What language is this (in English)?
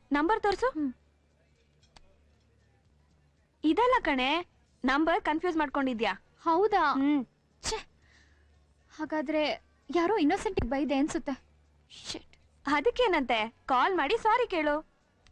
Kannada